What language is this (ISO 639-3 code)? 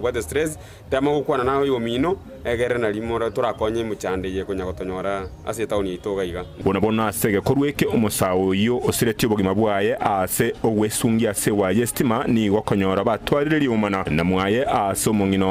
guz